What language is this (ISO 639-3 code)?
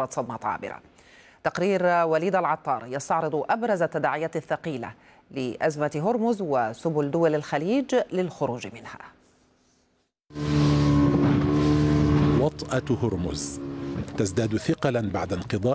ara